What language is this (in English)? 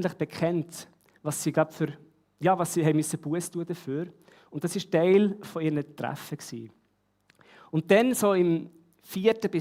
Swiss German